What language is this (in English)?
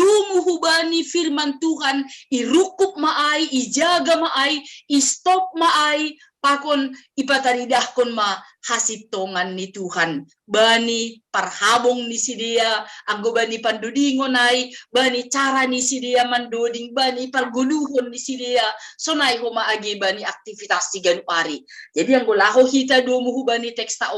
Batak Simalungun